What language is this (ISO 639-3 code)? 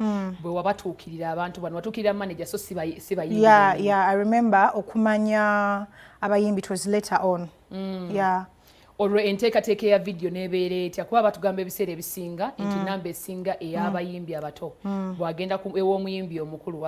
lug